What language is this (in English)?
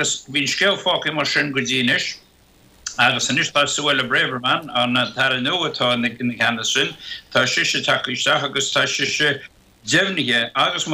Irish